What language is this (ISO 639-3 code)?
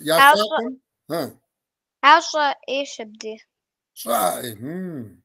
kbd